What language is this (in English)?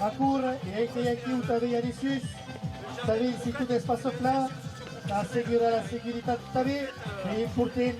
Occitan